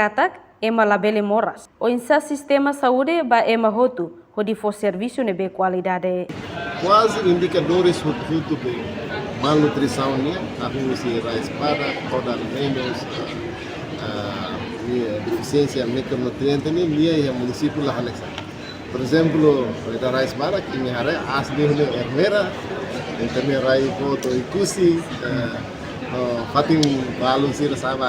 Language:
Tetum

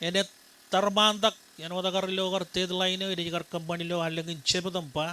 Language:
Marshallese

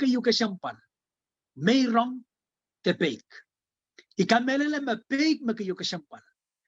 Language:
Pohnpeian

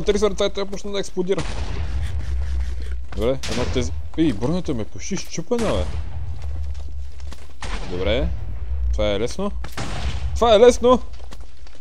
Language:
Bulgarian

